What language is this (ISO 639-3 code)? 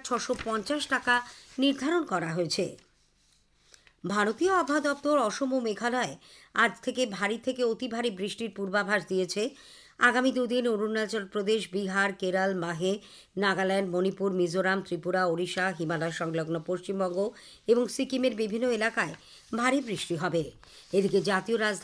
ben